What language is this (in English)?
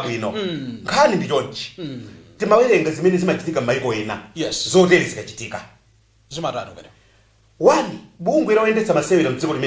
Nyanja